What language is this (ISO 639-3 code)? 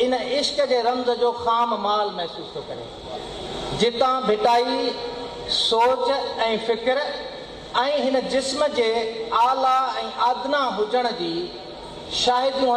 snd